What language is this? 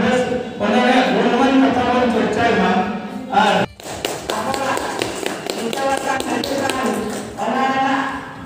Santali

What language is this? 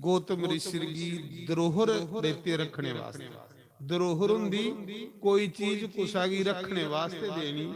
Dogri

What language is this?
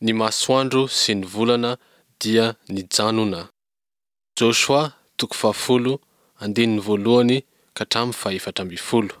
Malagasy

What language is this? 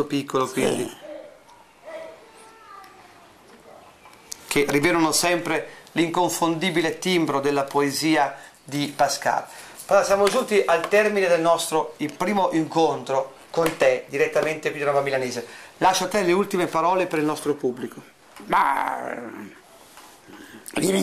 Italian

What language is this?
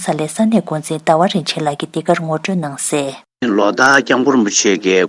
Tibetan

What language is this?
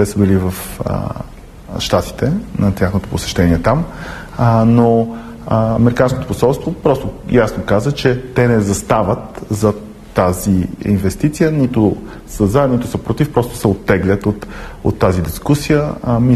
Bulgarian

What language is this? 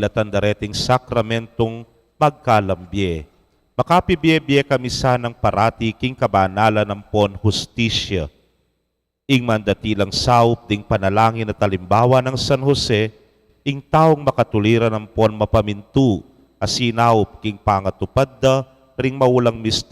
Pampanga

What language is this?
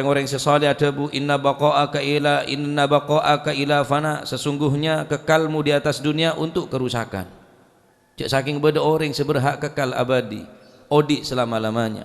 Madurese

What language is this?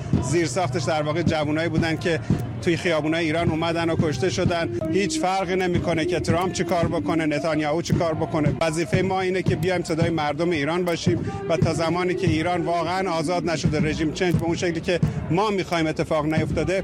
Persian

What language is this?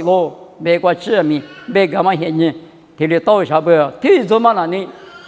Lisu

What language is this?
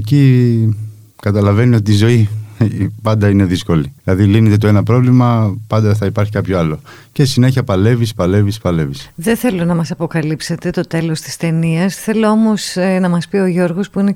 Greek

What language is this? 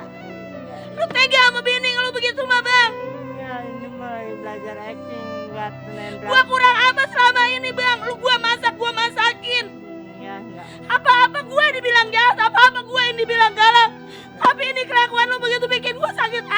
Betawi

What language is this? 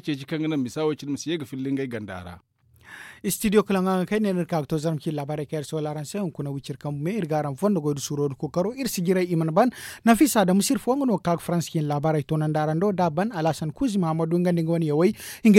Zarma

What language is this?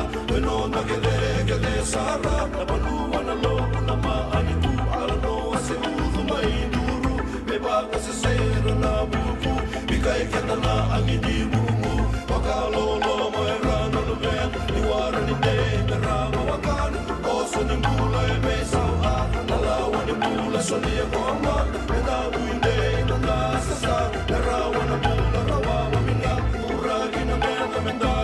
Fijian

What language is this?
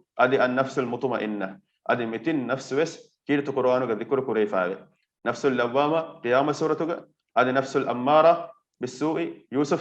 Divehi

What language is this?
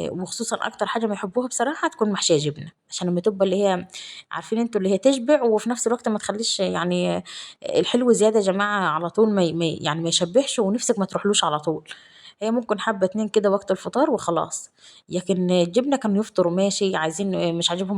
Egyptian Arabic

